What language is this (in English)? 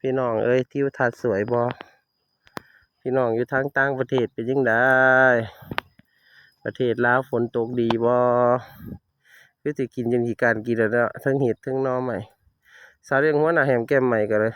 Northeastern Thai